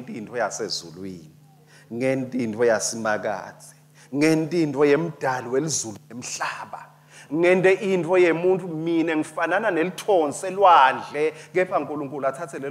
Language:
Swati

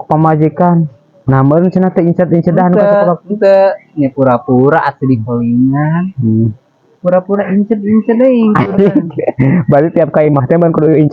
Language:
Sundanese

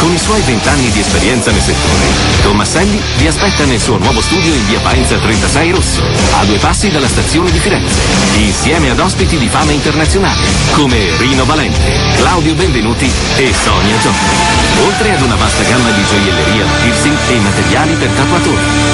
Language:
Italian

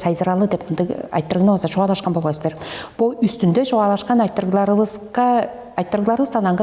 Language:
Tuvinian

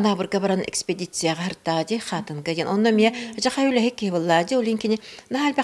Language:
Yakut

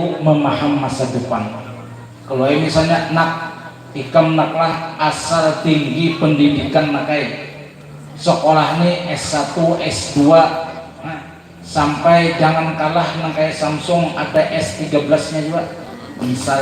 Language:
Banjar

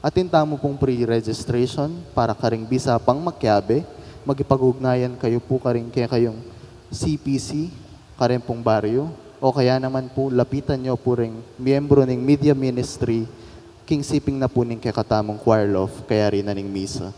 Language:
Pampanga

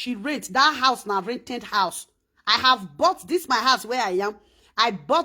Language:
Nigerian Pidgin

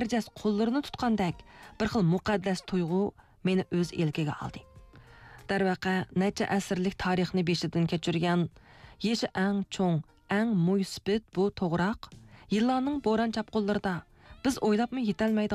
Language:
Uyghur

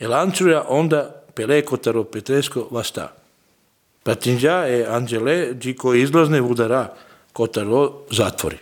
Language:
Macedonian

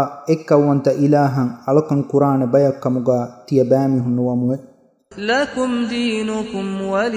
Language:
Divehi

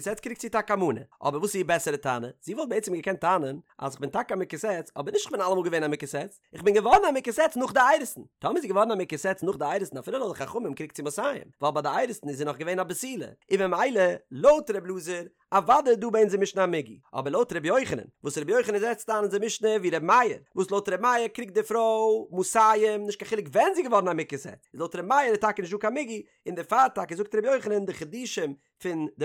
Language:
Yiddish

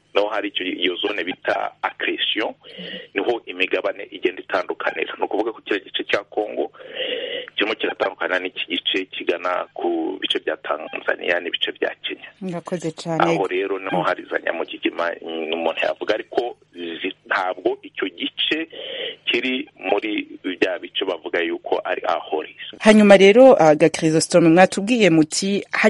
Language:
Kinyarwanda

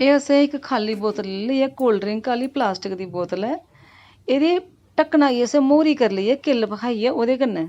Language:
Dogri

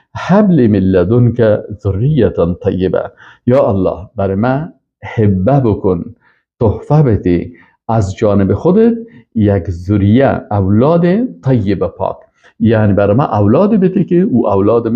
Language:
Persian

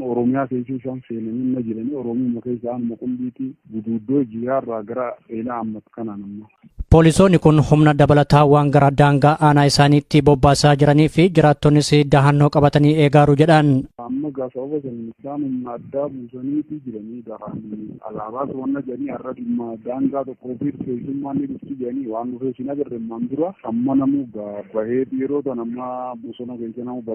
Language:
Oromo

